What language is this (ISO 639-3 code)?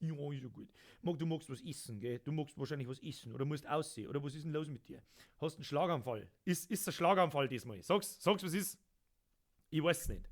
bar